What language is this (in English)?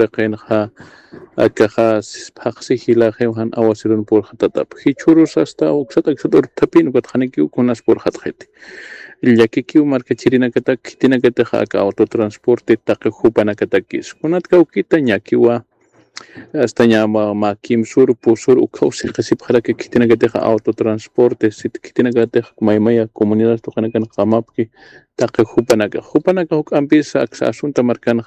Aymara